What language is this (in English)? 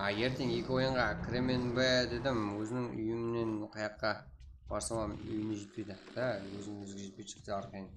Kara-Kalpak